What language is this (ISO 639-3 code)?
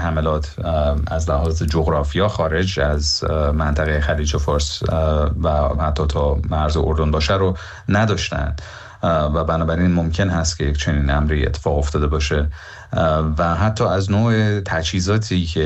fas